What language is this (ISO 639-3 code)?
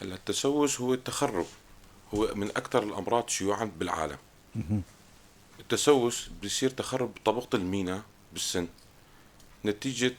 apc